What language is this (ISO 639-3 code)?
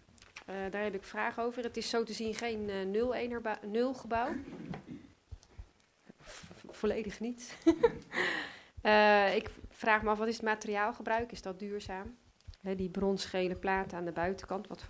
nld